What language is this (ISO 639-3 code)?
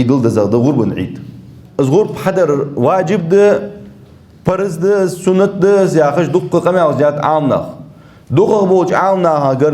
inh